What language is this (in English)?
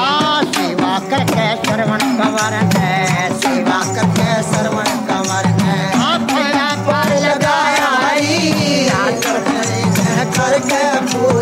Hindi